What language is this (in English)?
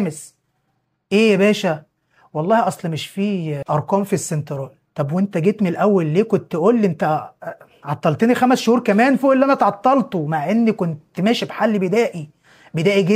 Egyptian Arabic